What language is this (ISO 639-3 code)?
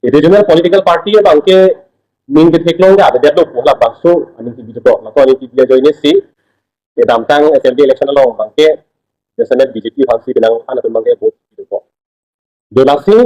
mjw